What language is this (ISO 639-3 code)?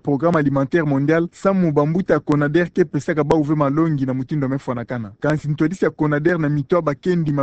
ktu